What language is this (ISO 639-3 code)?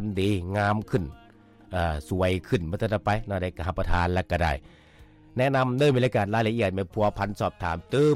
lao